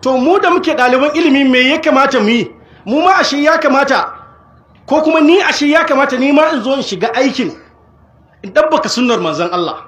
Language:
Hausa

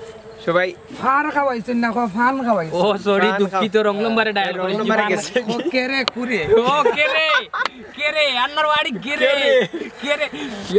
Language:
Sylheti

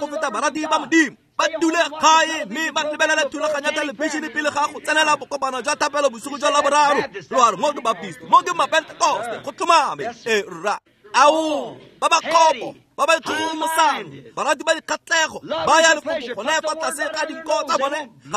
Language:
Tswana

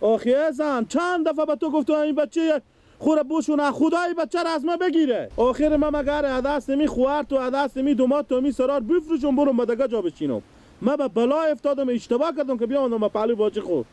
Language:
Persian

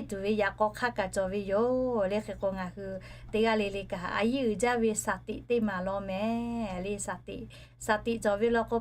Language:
Lahu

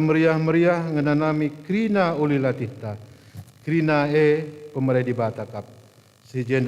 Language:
Batak Karo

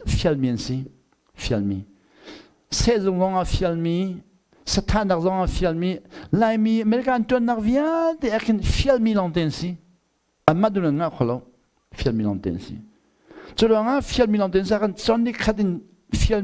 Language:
Hakha Chin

